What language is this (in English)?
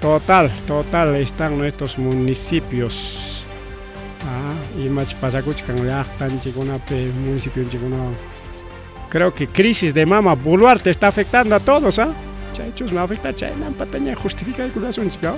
Ayacucho Quechua